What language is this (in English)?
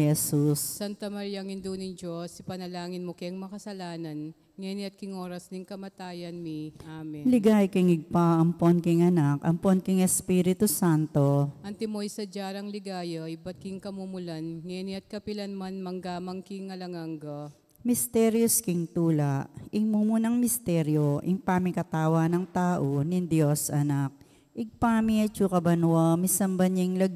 Pampanga